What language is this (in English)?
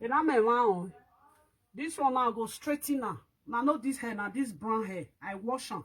Nigerian Pidgin